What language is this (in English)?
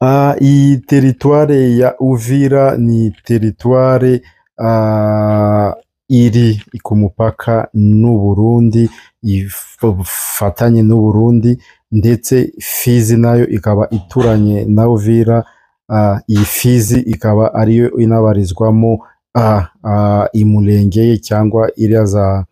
Kinyarwanda